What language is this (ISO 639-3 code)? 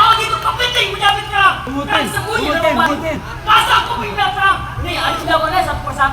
bew